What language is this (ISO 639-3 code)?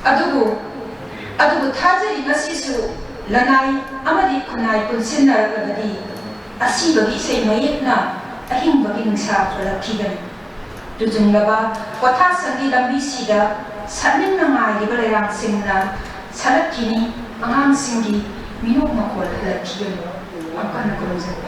mni